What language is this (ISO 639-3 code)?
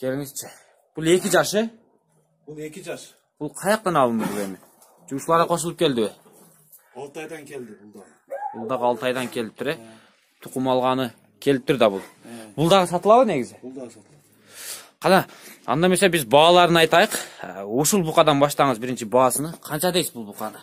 kir